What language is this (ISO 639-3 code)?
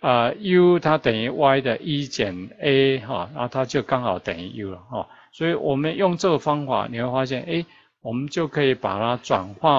zho